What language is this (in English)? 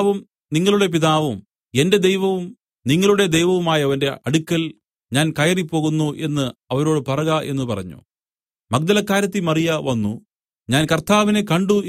Malayalam